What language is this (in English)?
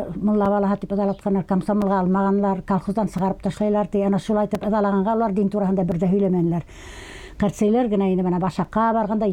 Bashkir